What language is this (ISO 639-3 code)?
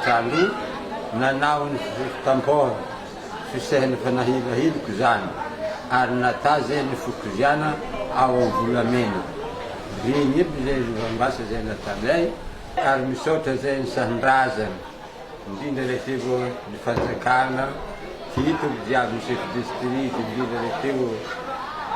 mlg